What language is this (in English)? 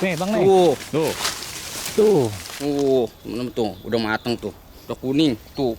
Betawi